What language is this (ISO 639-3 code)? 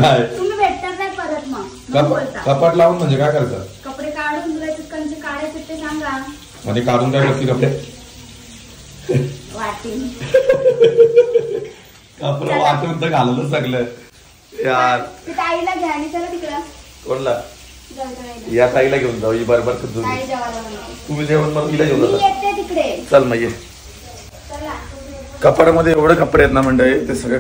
mar